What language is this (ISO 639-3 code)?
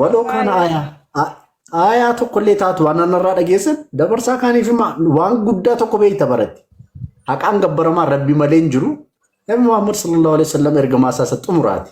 orm